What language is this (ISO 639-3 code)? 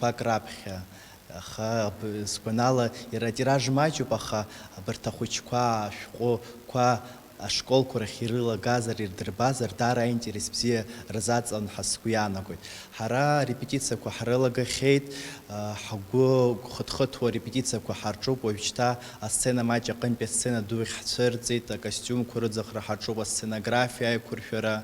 abk